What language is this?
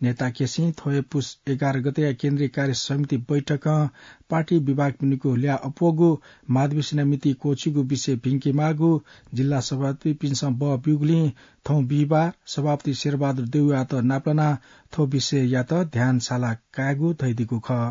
Newari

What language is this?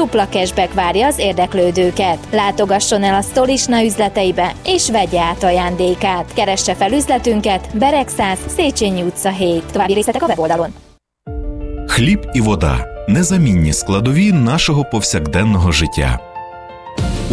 Hungarian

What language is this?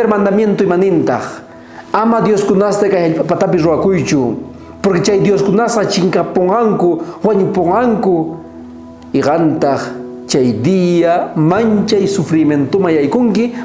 South Bolivian Quechua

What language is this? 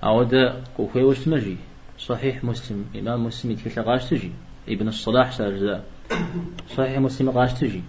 Kabardian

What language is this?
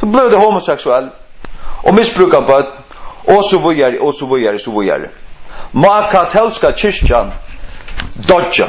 Faroese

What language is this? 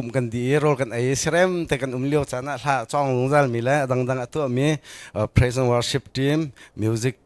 Hakha Chin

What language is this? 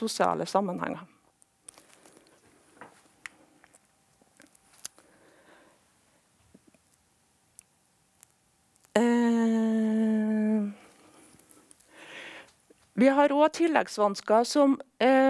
Norwegian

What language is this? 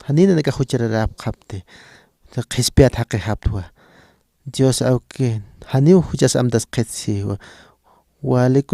Aymara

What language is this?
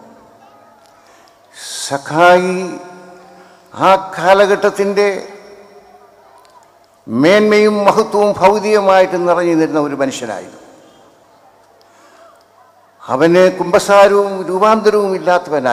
Malayalam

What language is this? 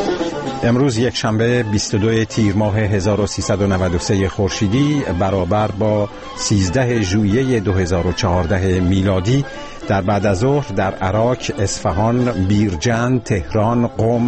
Persian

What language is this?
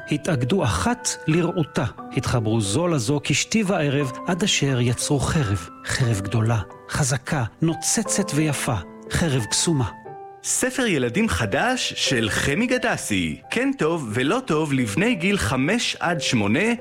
Hebrew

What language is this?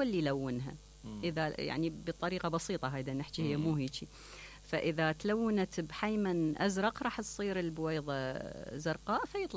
Mesopotamian Arabic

